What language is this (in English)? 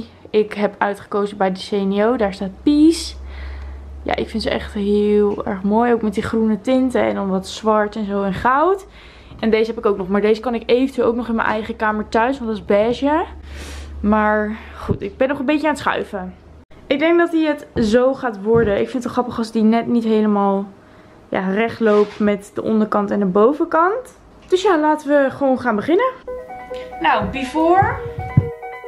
Dutch